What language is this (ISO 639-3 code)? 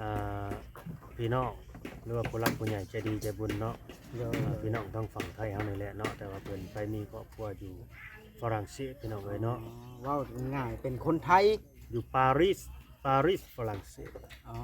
lao